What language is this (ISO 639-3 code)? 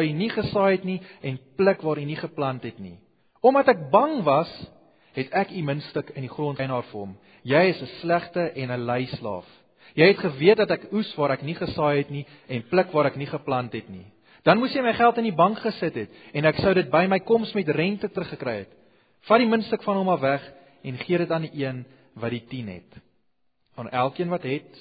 afr